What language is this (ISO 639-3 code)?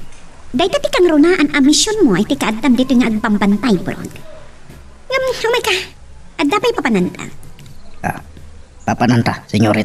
ilo